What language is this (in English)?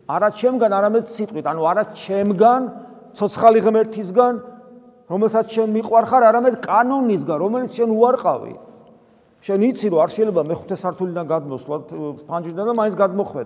Georgian